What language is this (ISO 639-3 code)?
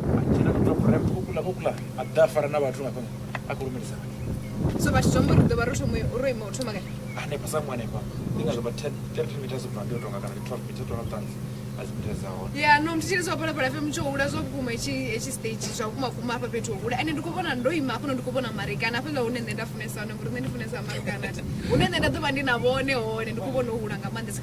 ven